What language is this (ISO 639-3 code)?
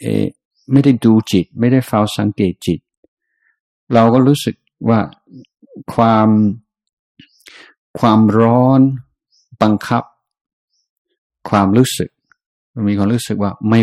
tha